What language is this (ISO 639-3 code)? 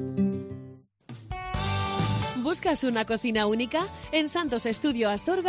spa